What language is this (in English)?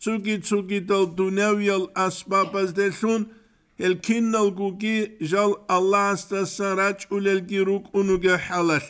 Avaric